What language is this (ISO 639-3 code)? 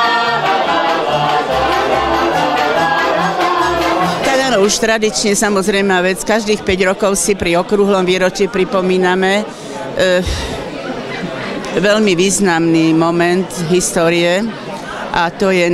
slk